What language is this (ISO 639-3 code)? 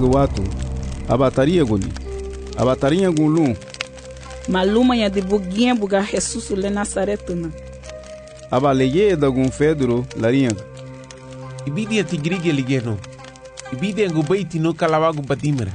cab